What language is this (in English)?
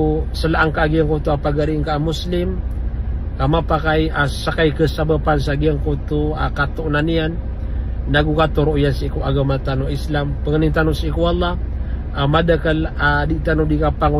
Maranao